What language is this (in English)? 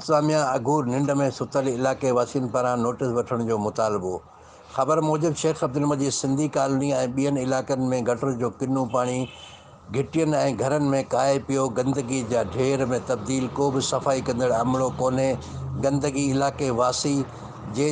Sindhi